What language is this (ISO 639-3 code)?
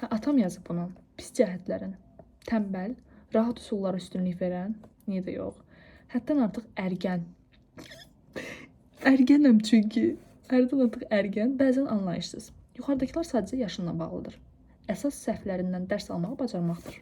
aze